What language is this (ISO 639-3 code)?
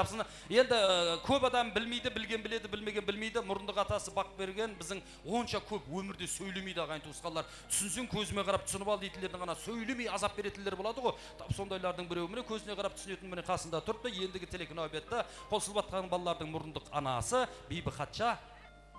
kaa